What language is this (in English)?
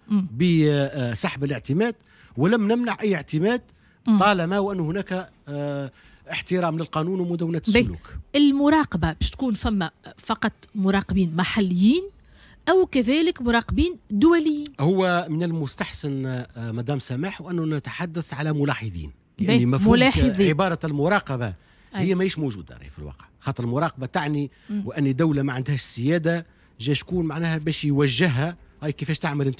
Tunisian Arabic